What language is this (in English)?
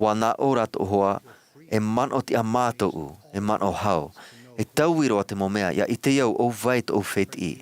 Tahitian